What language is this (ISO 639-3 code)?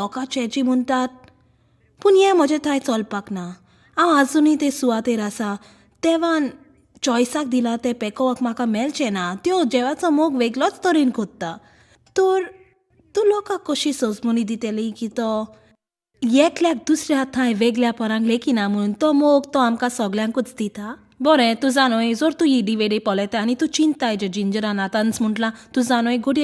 kok